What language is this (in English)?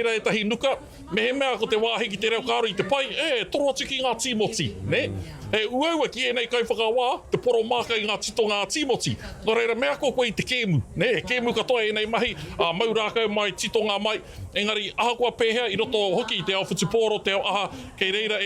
Māori